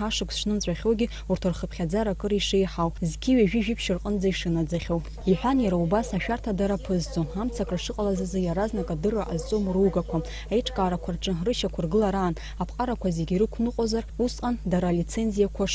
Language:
Abkhazian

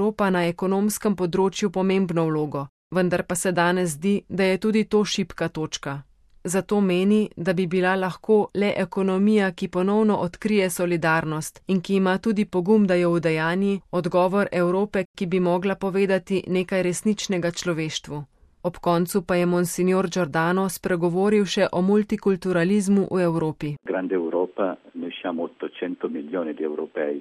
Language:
Slovenian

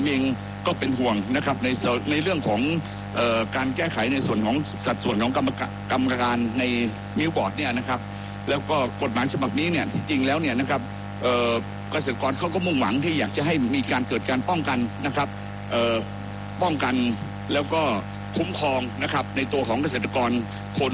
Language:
Thai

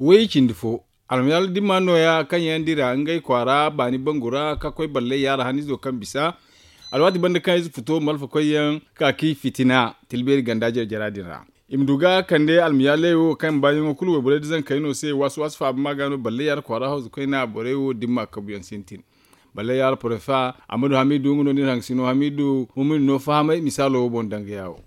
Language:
Zarma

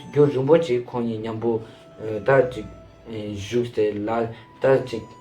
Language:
Ladakhi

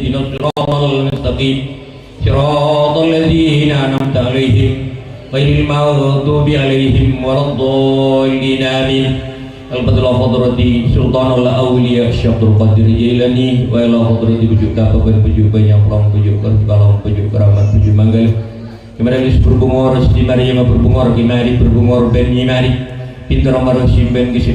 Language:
Madurese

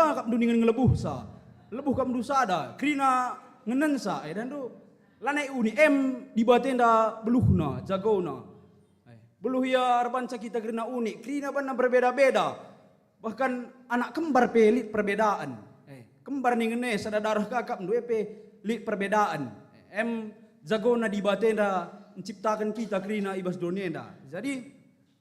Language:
Batak Karo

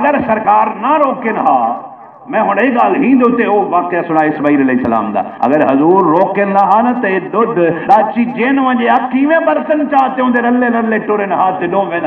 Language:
Saraiki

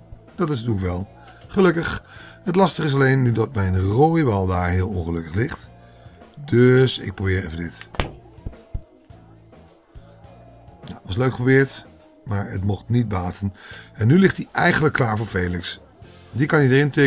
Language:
Dutch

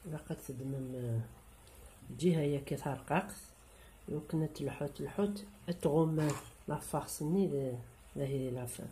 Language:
Kabyle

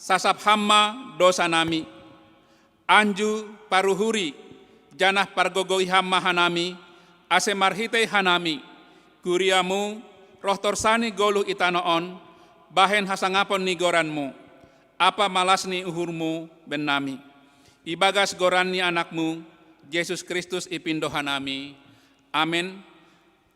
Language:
Batak Simalungun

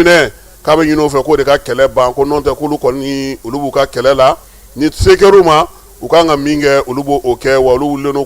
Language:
Bambara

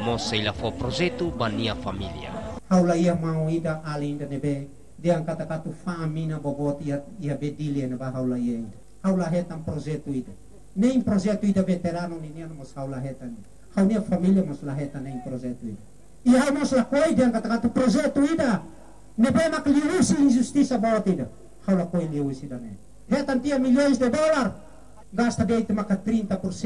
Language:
Tetum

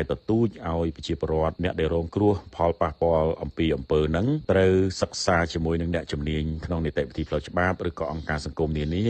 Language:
Khmer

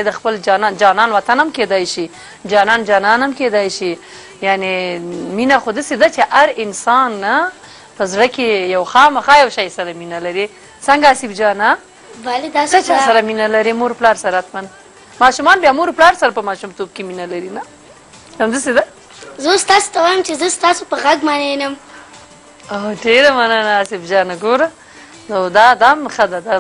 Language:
Pashto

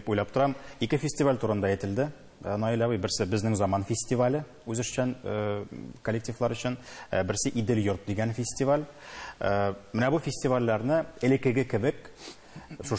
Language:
Tatar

